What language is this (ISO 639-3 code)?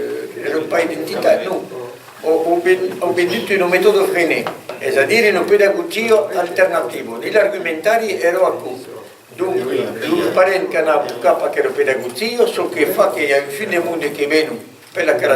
oci